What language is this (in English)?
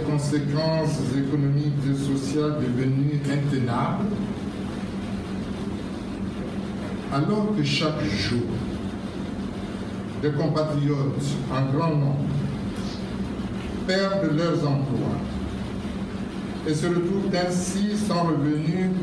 French